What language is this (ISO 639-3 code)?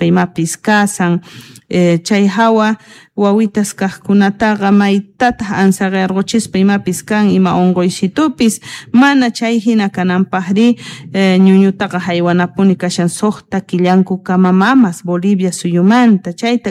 que